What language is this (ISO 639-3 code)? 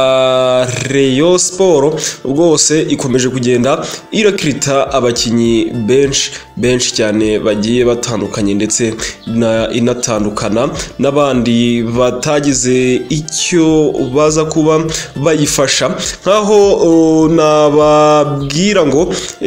kin